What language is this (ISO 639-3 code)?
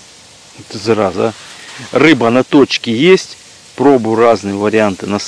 rus